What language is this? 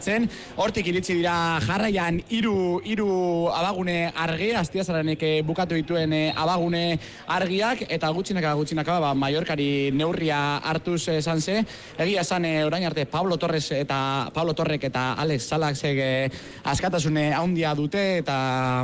Basque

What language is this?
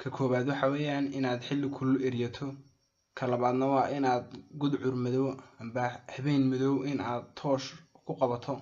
Somali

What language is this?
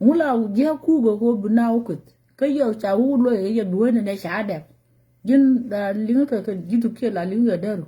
Nuer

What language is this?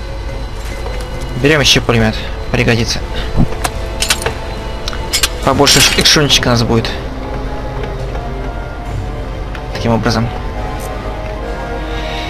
Russian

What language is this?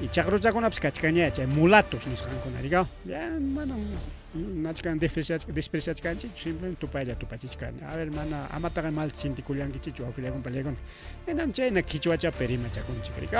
Ayacucho Quechua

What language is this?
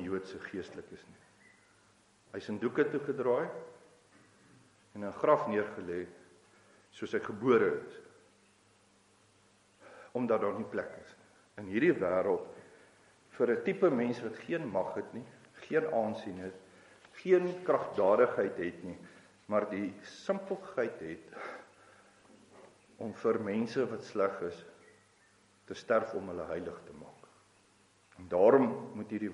Afrikaans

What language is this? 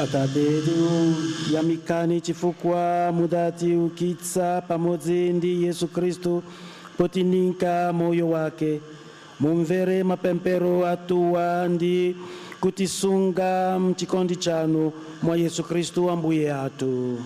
Nyanja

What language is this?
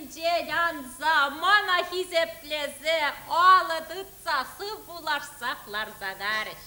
Chuvash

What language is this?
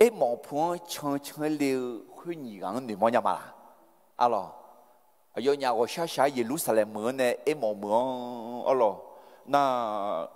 Akha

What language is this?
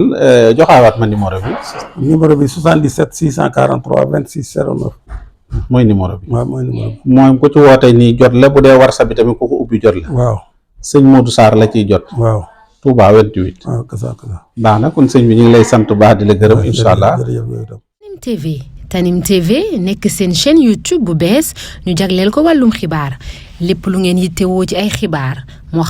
Wolof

